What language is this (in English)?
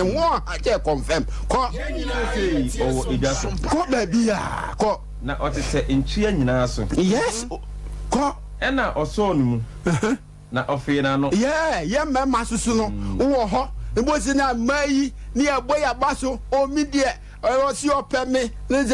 Akan